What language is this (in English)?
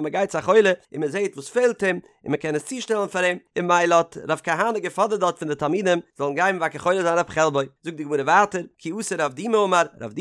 Yiddish